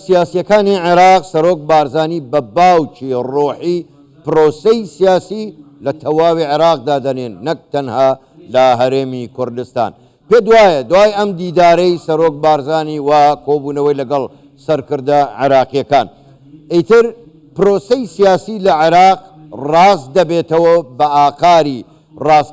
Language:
Central Kurdish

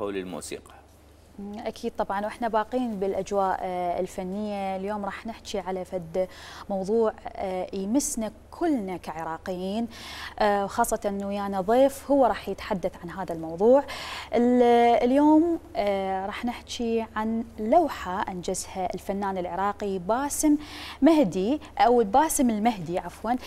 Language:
Mesopotamian Arabic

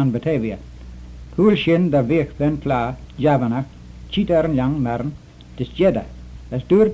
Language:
Manx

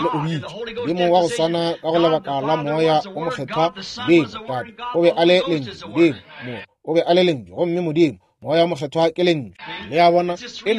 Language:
Northern Sotho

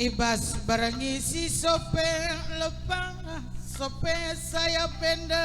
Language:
Batak Karo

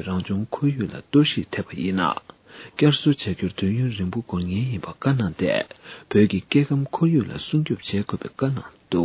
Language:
Tibetan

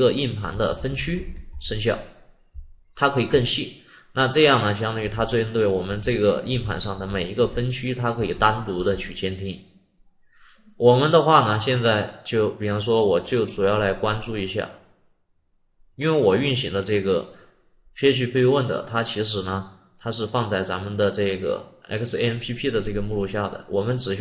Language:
Chinese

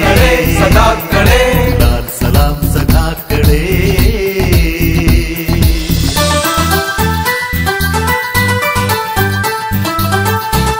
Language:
Malayalam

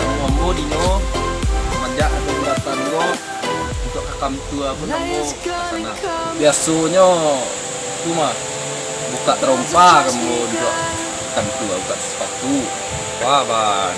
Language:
Minangkabau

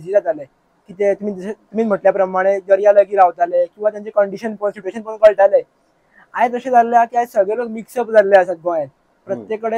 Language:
Konkani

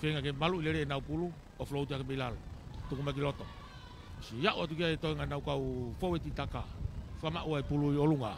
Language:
Tongan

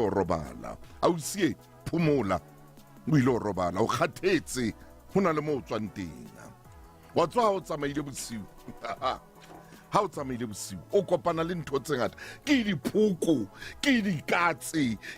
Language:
Southern Sotho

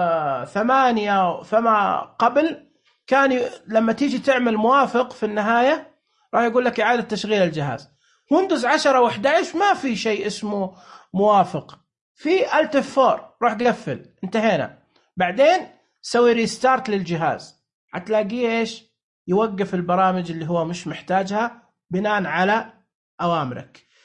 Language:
Najdi Arabic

